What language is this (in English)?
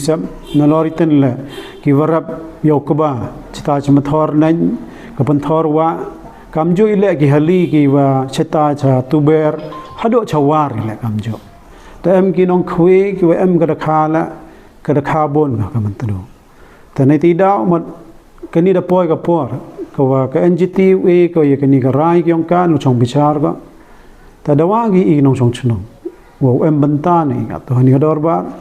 Pnar